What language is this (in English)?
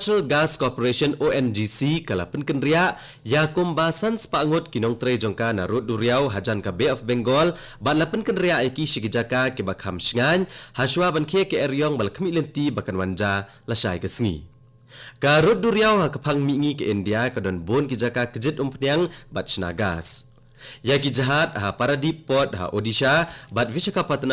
Khasi